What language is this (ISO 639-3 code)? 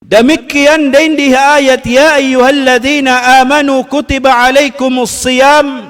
tsg